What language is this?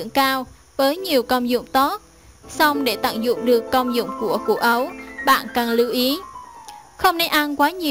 Vietnamese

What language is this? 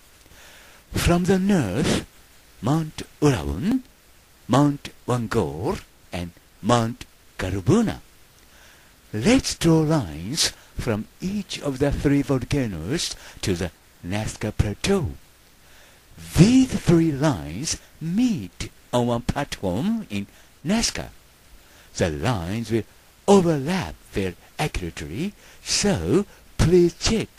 Japanese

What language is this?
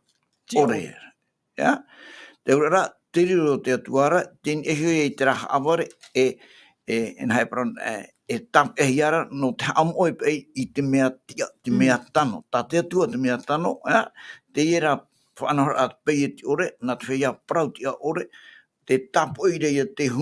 Tahitian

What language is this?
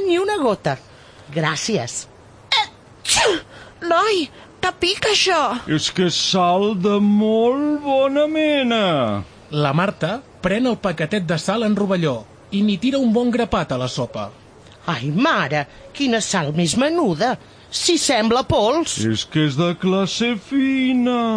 Catalan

